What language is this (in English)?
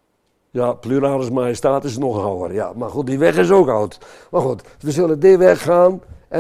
Dutch